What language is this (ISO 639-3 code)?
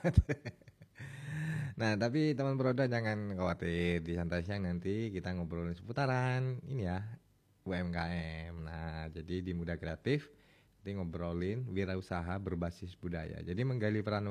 ind